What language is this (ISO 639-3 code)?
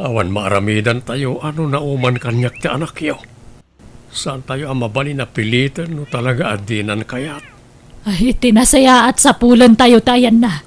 ilo